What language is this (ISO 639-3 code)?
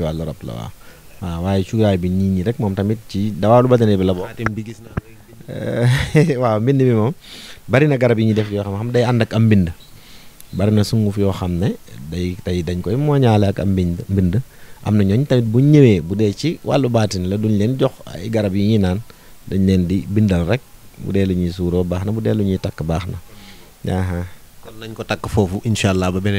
wol